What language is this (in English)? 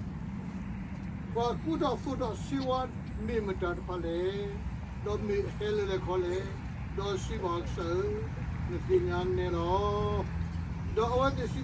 S'gaw Karen